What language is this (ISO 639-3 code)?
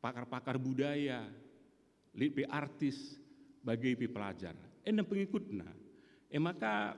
btx